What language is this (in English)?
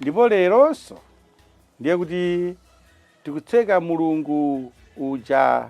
Nyanja